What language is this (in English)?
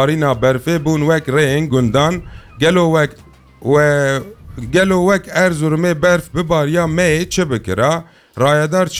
Kurdish